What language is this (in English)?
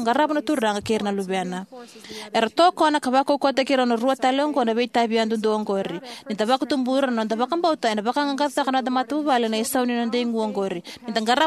Fijian